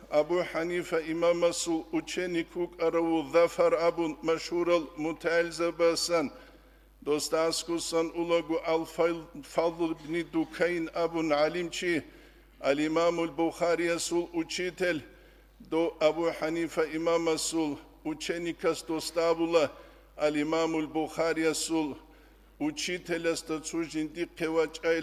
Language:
Avaric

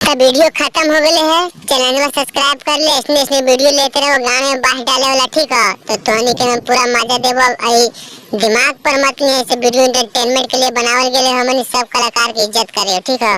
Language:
Magahi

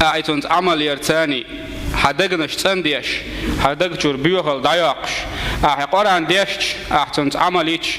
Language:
Chechen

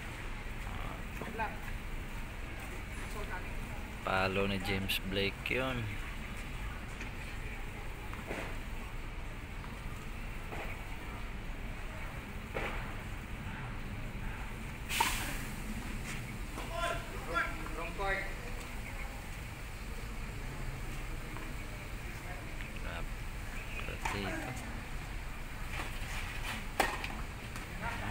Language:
Filipino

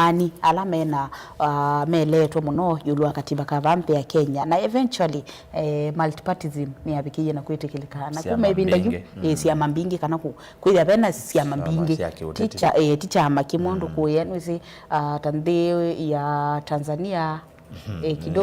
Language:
Kamba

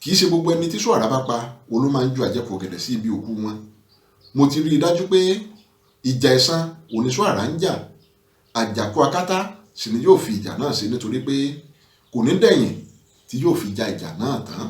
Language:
Yoruba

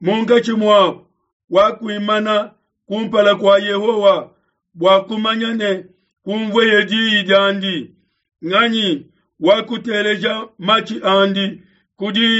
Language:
Luba-Lulua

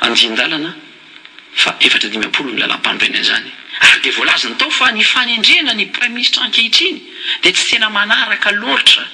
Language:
Malagasy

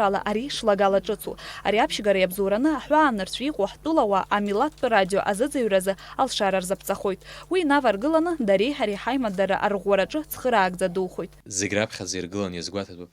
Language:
Abkhazian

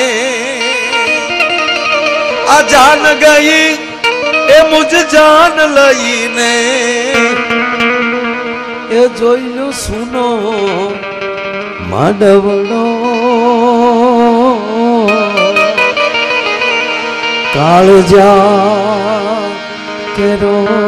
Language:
Gujarati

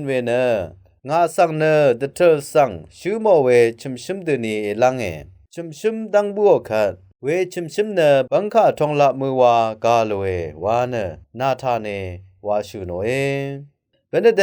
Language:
Rawang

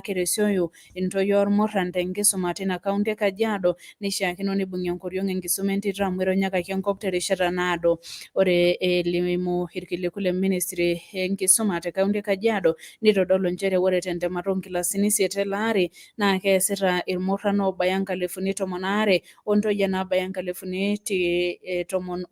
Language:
Masai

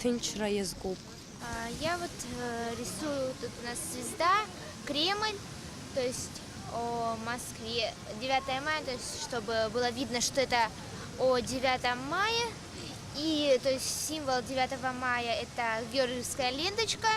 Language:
Abkhazian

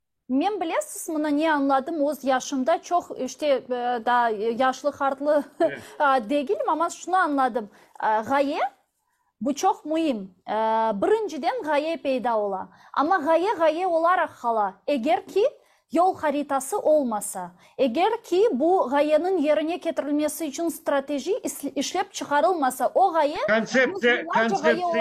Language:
Crimean Tatar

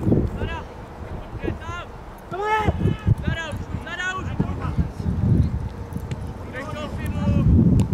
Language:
Czech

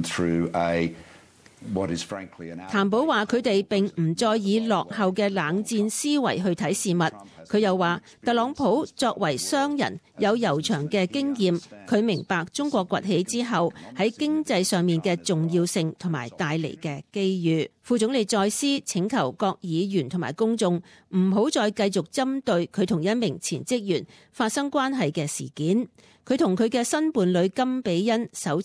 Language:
Cantonese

